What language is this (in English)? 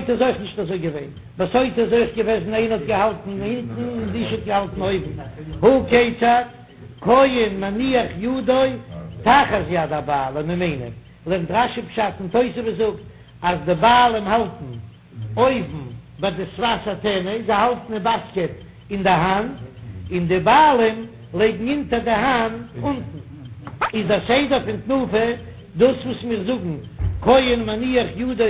Yiddish